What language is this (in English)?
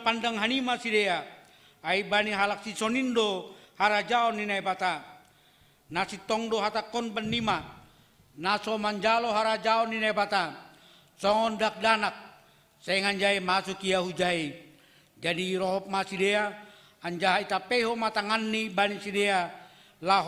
Batak Simalungun